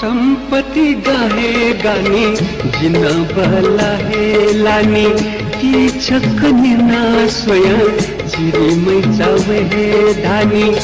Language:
Newari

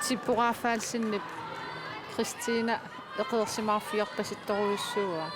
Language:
Kalaallisut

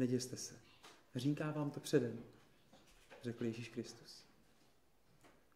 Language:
Czech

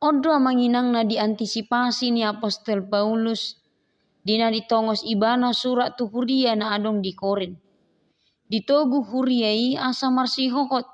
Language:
Batak Toba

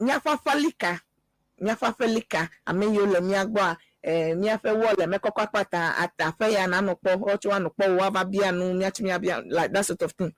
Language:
Ewe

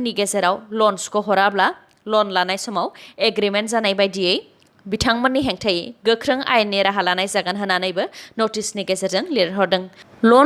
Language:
Bodo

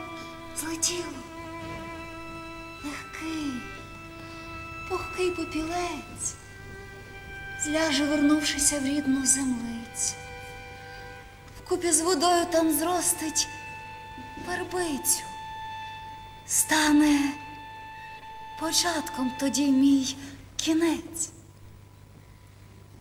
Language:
Ukrainian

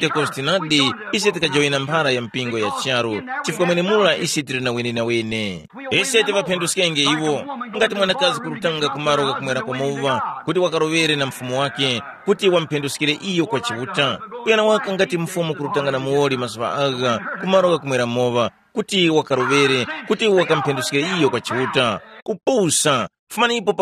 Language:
Tumbuka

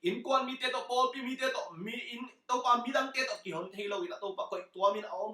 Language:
Tedim Chin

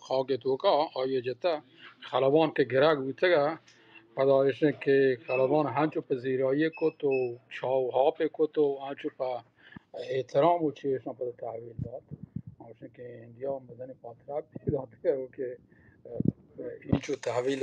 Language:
Baluchi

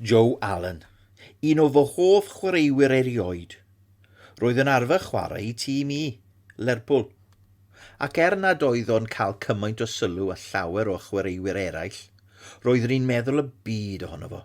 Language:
Welsh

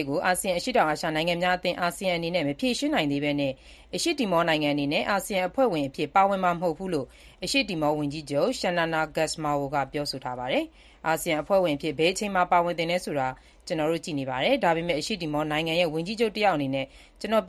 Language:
Burmese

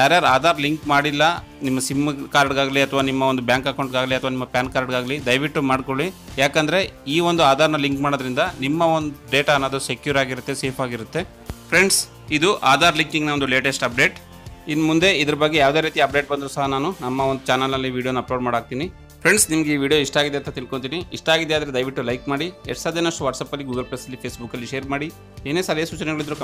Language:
Kannada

